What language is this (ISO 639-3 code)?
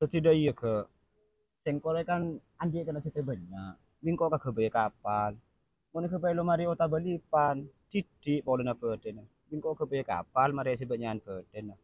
mad